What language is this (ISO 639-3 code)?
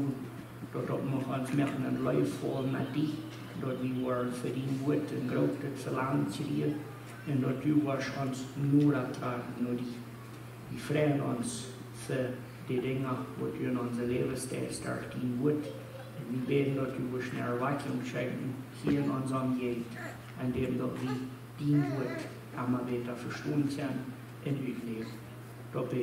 pdt